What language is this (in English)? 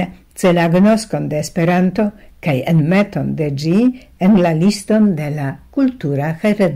Esperanto